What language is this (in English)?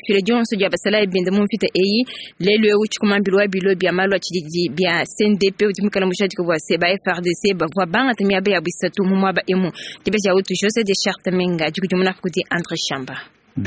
Luba-Lulua